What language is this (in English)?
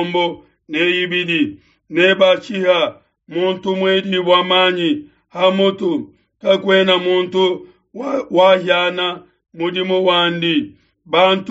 Luba-Lulua